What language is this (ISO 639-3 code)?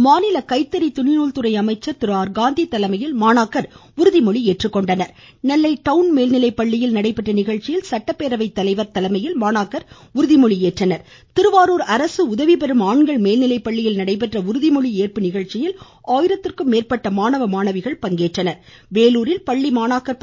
tam